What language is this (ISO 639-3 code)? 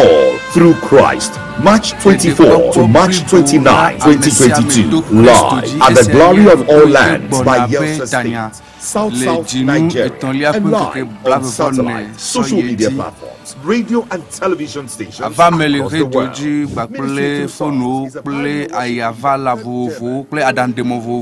ewe